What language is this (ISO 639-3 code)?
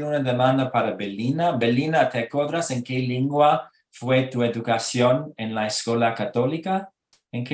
lad